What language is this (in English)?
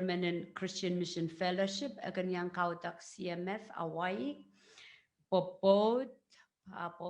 Pohnpeian